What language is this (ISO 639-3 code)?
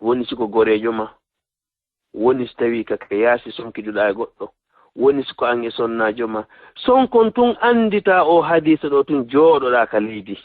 ful